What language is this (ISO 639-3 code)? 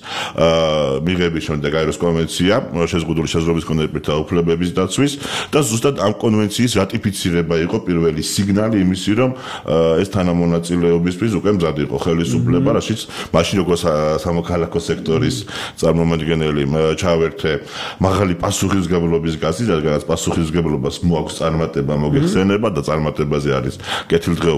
kat